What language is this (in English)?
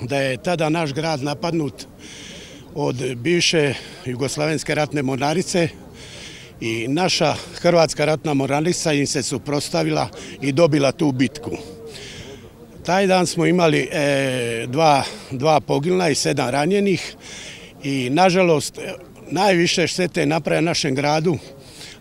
Croatian